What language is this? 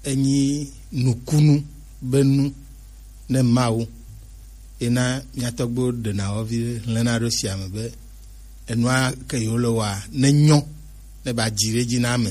Gen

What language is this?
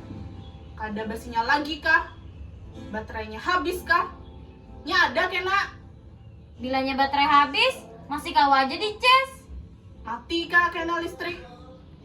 Banjar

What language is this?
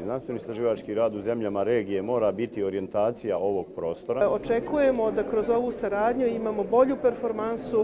Bosnian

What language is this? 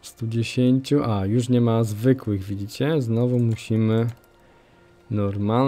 Polish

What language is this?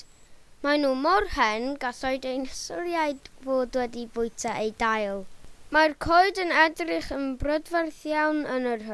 Welsh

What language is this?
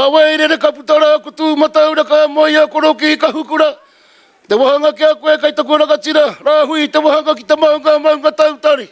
Māori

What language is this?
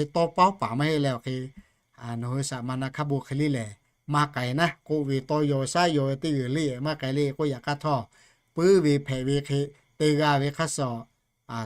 Lahu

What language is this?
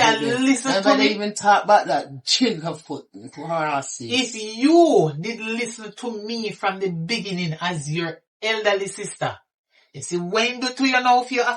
Jamaican Creole English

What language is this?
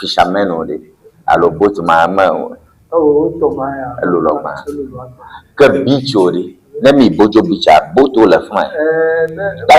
Ewe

